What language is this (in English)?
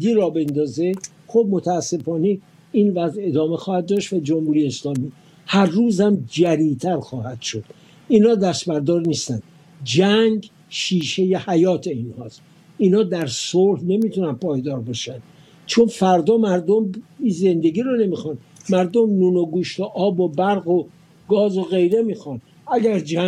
Persian